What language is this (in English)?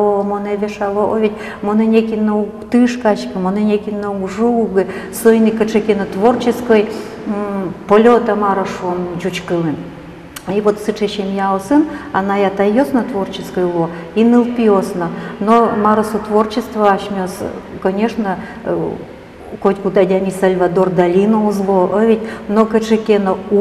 Udmurt